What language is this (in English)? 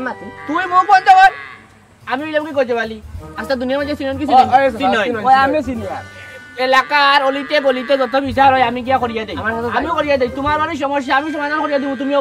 Sylheti